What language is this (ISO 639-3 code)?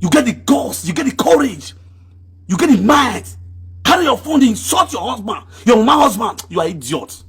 pcm